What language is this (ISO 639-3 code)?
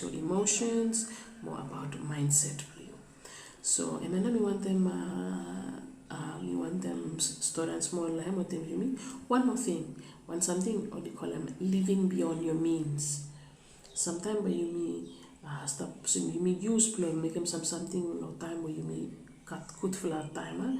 bis